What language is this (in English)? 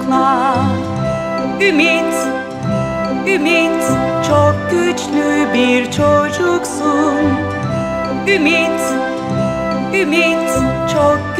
Turkish